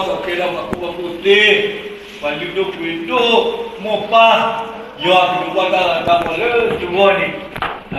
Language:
S'gaw Karen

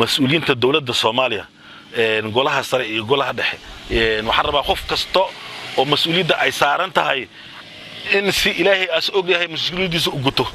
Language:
Somali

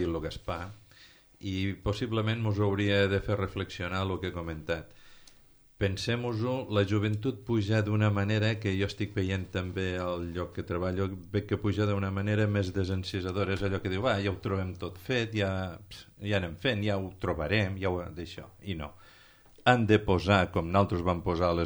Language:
Catalan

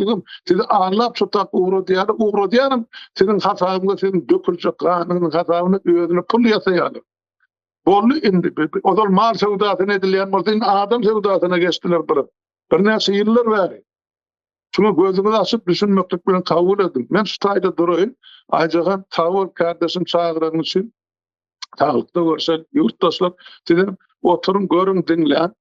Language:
Turkmen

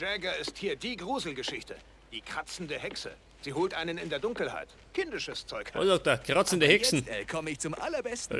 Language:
Bavarian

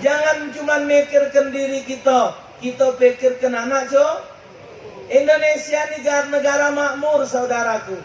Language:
Musi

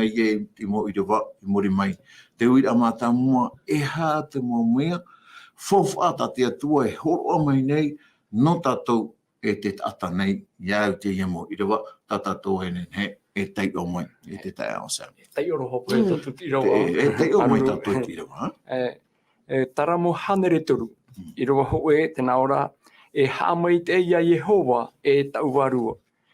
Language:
Tahitian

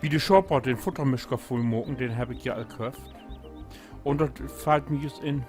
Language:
Low German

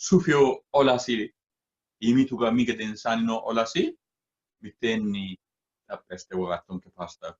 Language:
Sidamo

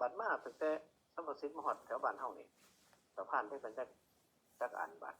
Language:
Northeastern Thai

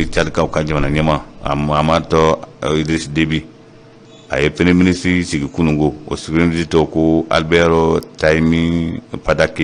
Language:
Bambara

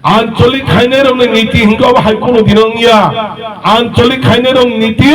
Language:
Kok Borok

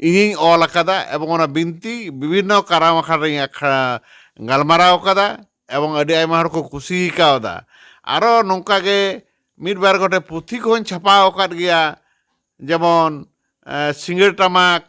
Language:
Santali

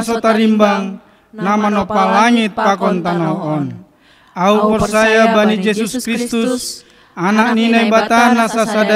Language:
Batak Simalungun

